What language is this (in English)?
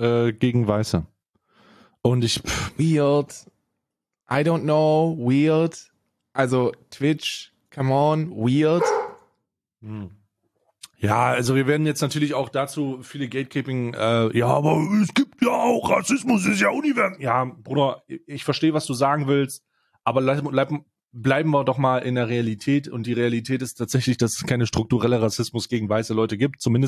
German